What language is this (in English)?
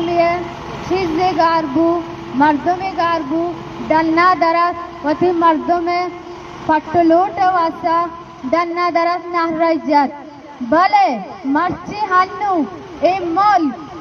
Baluchi